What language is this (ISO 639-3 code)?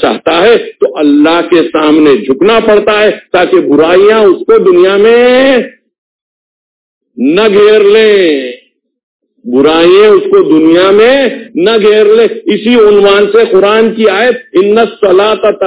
urd